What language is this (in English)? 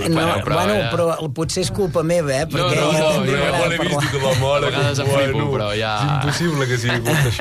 Catalan